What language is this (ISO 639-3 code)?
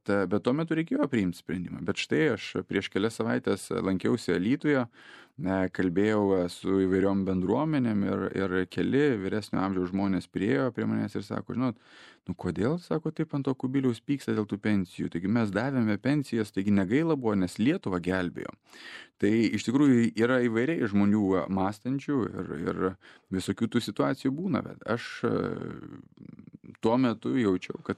lit